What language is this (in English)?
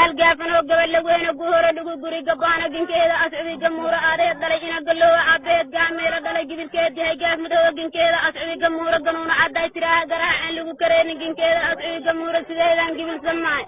Somali